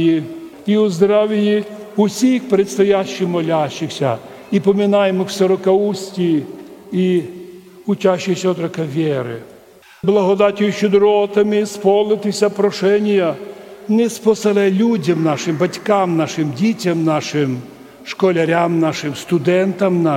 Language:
Rusyn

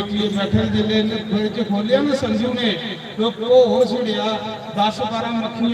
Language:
Dogri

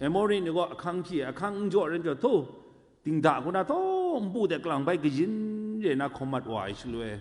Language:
Kachin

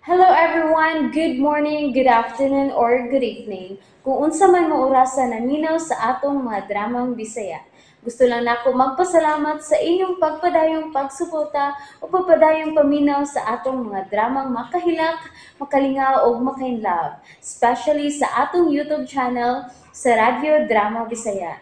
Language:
Cebuano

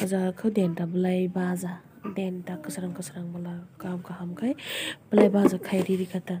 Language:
Kok Borok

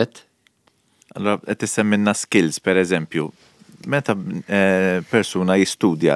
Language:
Maltese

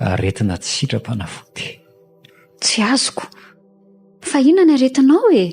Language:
Malagasy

